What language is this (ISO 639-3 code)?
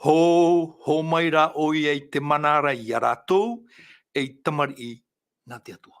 tah